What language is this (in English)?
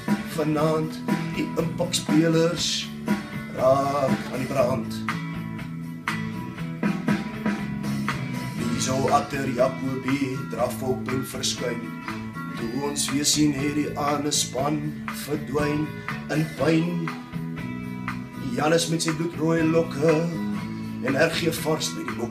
Afrikaans